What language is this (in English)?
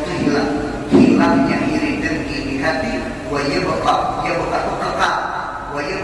Banjar